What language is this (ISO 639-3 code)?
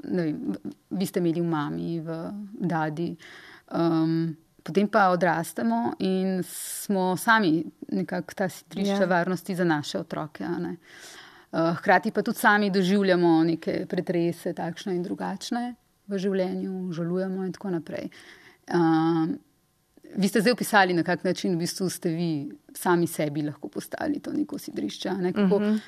slv